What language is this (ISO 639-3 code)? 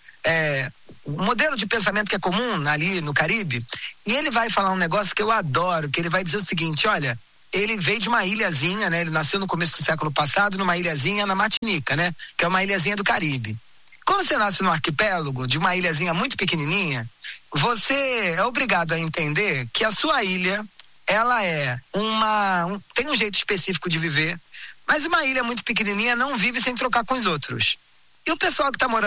por